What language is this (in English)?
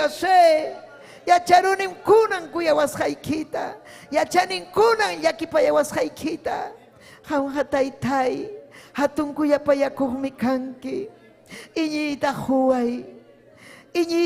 Ayacucho Quechua